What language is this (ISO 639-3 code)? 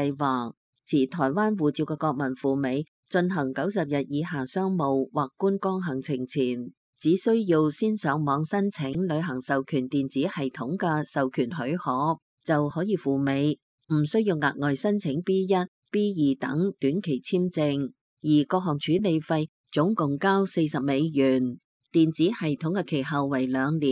yue